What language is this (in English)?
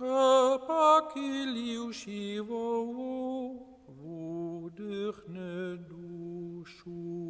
Upper Sorbian